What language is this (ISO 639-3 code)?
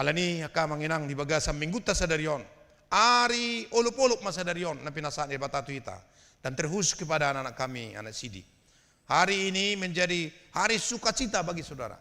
bbc